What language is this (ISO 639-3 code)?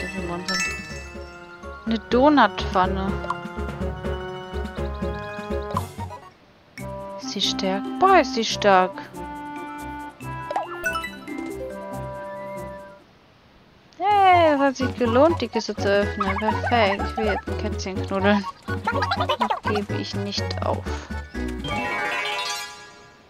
deu